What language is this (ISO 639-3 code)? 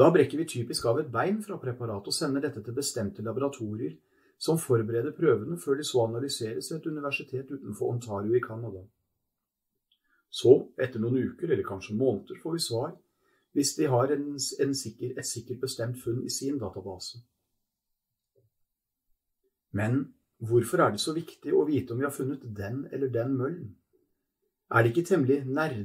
nor